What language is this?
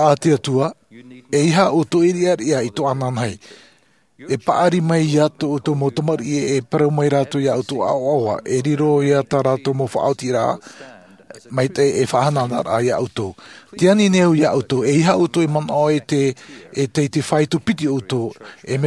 Tahitian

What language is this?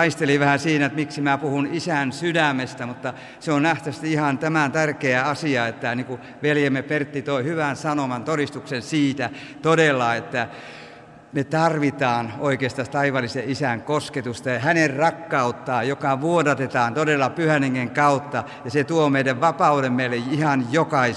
Finnish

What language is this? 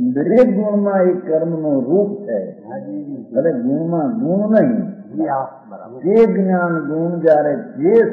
Gujarati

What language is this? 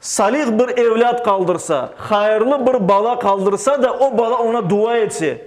Crimean Tatar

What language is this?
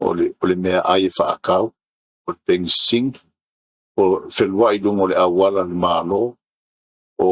Samoan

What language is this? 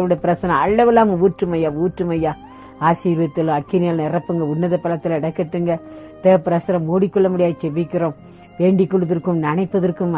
Tamil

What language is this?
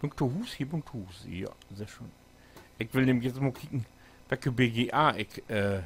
Low German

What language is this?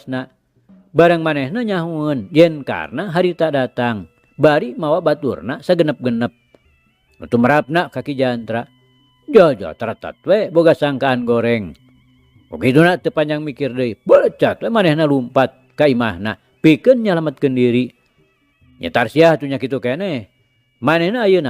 Sundanese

